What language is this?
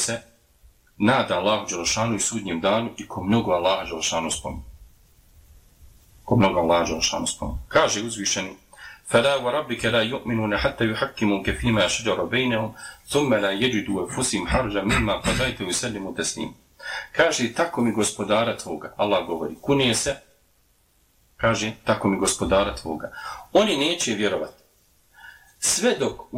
Bosnian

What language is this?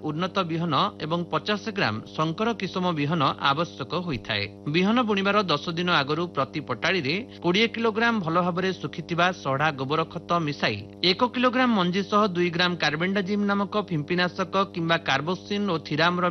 Odia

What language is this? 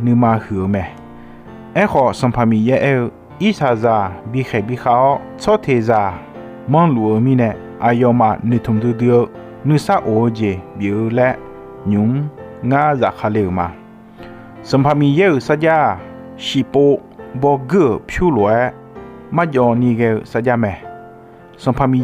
Akha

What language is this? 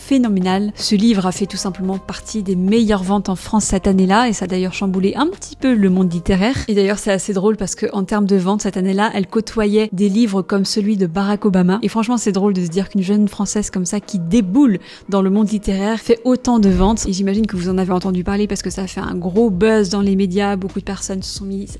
French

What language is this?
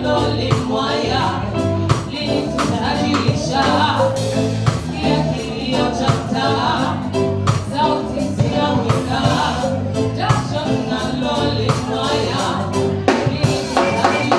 Swahili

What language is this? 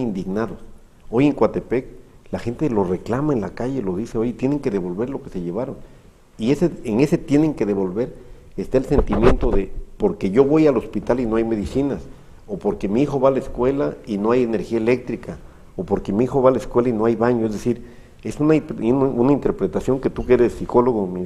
Spanish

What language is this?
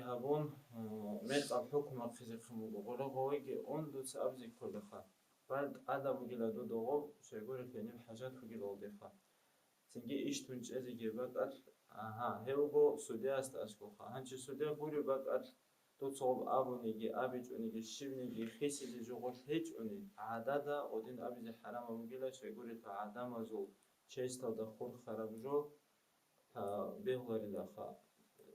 Avaric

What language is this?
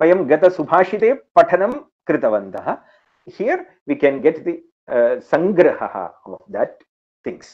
Sanskrit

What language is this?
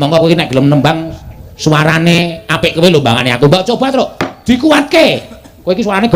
Javanese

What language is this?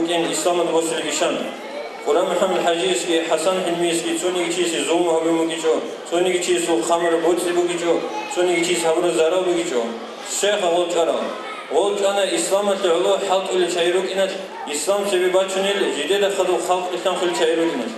Avaric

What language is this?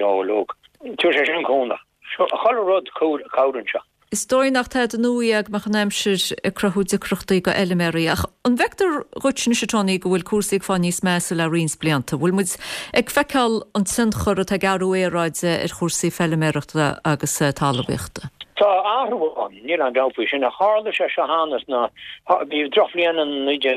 Irish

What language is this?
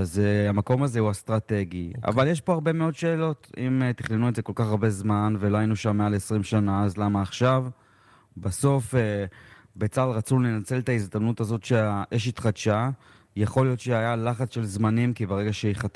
Hebrew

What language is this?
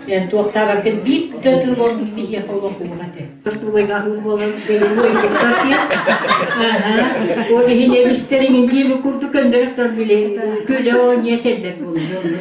Yakut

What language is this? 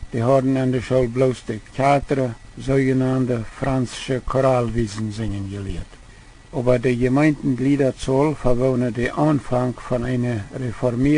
Plautdietsch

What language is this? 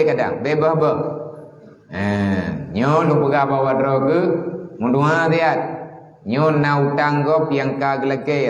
Achinese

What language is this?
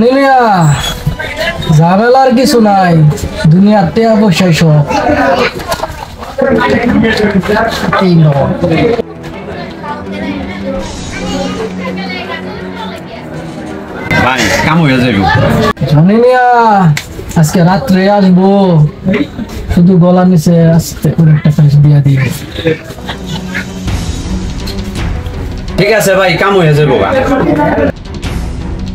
Bangla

